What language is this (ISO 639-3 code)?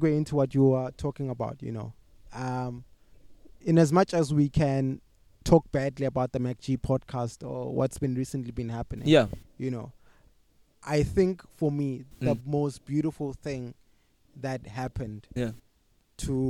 eng